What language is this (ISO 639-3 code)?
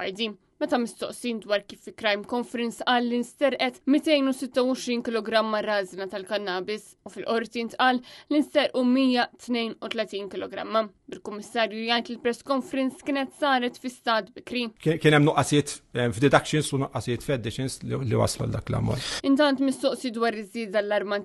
mlt